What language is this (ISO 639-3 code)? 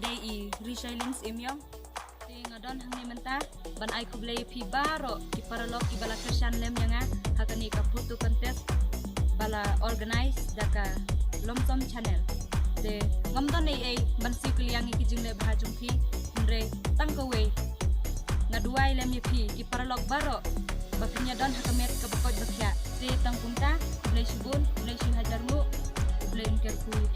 kha